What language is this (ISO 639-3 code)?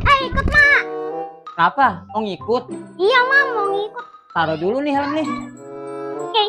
bew